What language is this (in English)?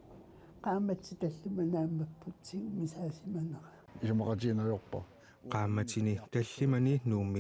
Kalaallisut